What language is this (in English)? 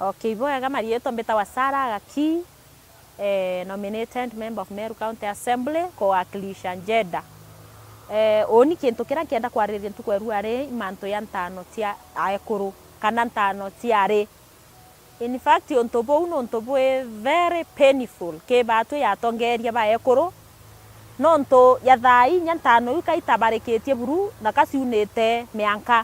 Meru